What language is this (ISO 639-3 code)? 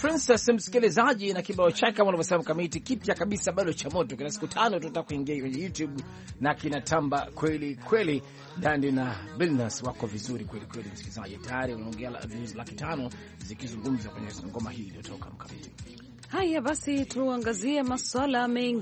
swa